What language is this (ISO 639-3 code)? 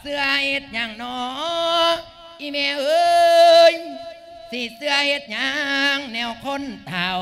lao